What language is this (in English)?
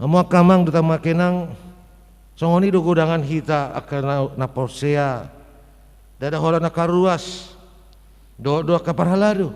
Batak Toba